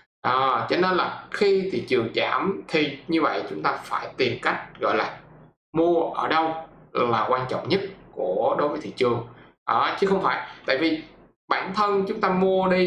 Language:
Vietnamese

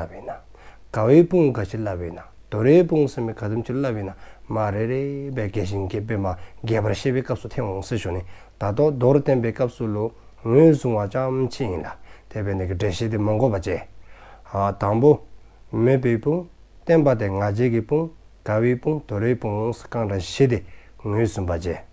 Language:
Dzongkha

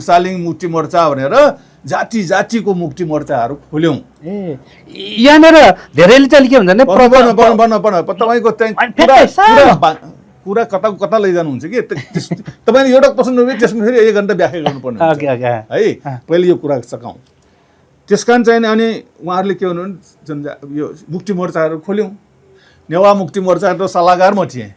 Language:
Nepali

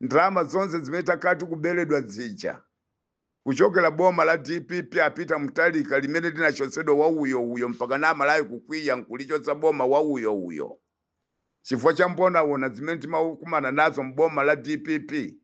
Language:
Nyanja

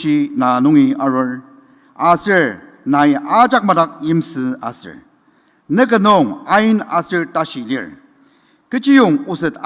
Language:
Ao Naga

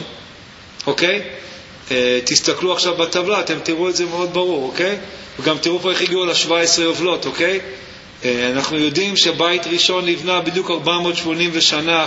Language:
Hebrew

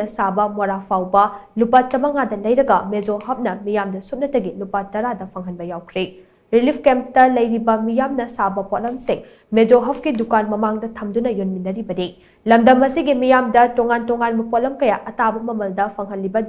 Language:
Manipuri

